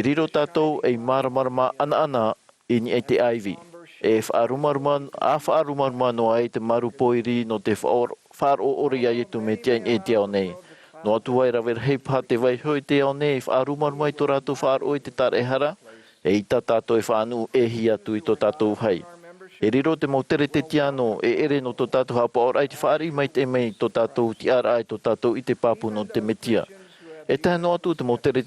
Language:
Tahitian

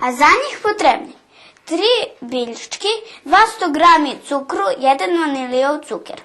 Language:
Rusyn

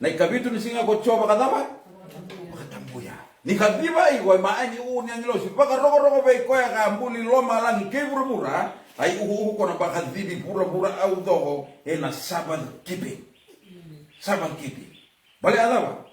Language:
Fijian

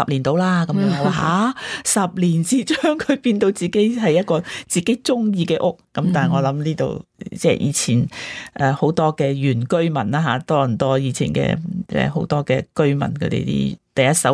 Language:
Cantonese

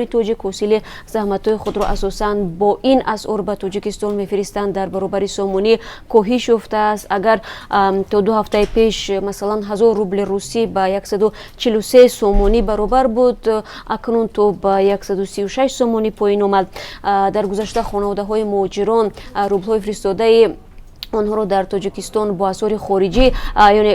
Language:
Tajik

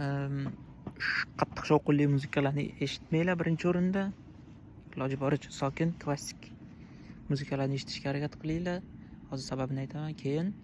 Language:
Uzbek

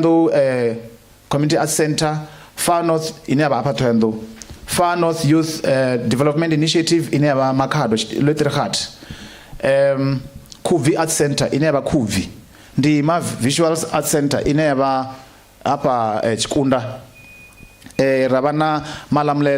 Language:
Venda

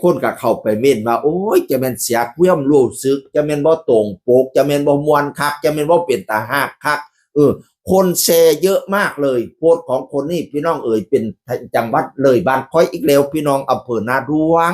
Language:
Northeastern Thai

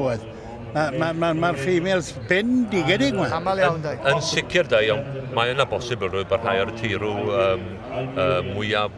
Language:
Welsh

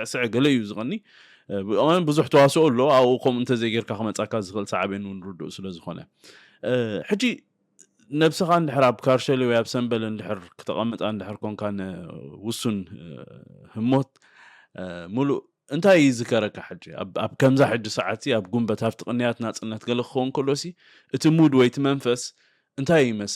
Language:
Tigrinya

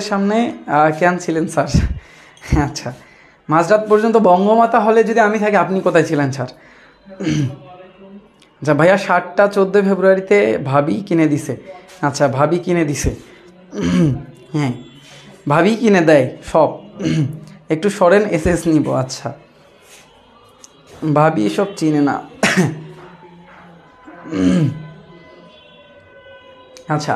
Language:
Bangla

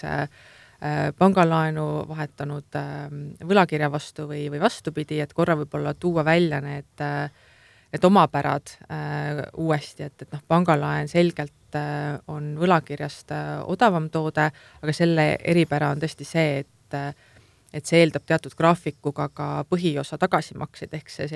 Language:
Estonian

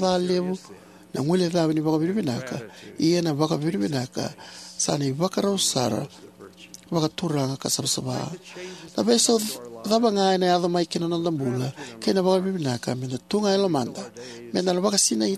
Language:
Fijian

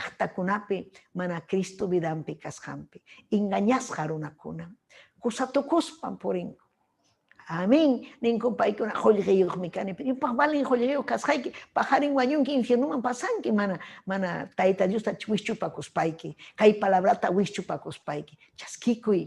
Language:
Ayacucho Quechua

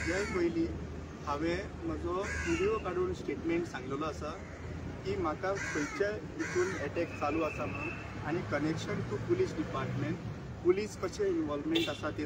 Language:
Konkani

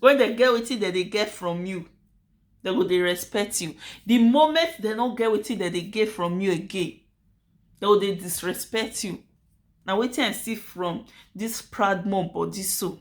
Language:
Nigerian Pidgin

